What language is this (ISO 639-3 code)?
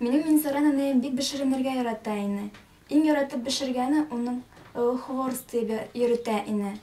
bak